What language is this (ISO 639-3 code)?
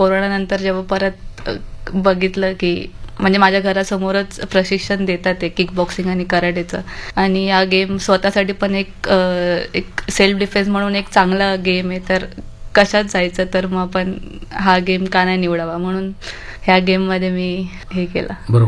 mar